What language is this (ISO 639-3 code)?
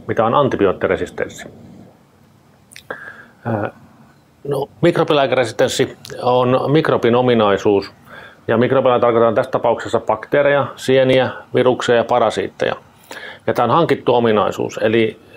fin